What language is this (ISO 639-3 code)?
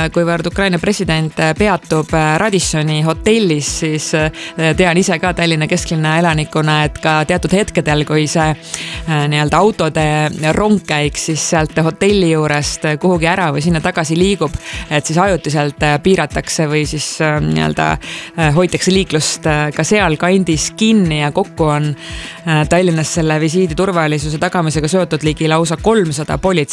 est